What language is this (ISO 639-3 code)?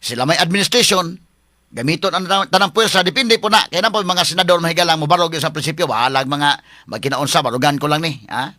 ceb